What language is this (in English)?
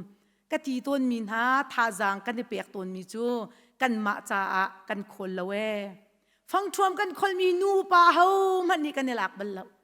Hakha Chin